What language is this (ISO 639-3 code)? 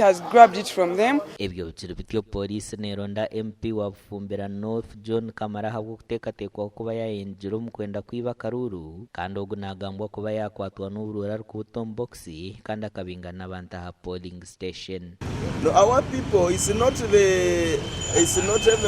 nyn